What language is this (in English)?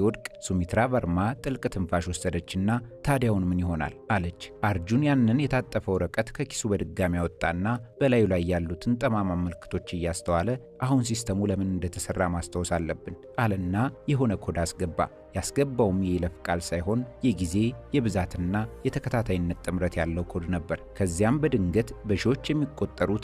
Amharic